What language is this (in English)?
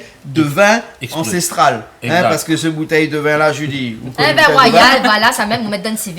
Réunion Creole French